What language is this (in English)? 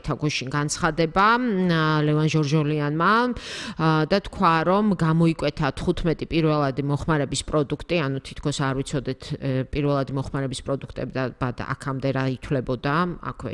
Georgian